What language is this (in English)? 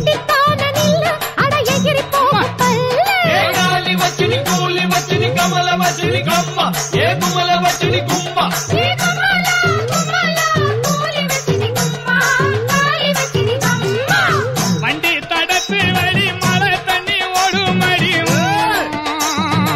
Tamil